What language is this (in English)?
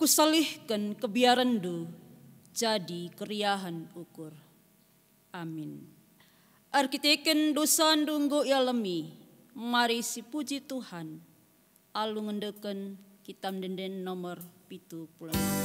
Batak Karo